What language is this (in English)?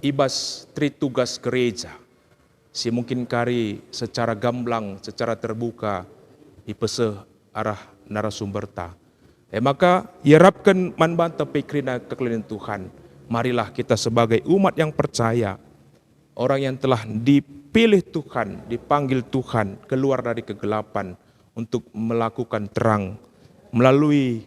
Batak Karo